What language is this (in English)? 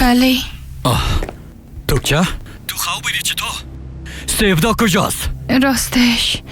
Persian